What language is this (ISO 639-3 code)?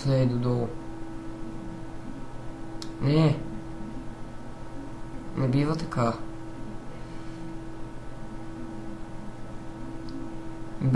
bul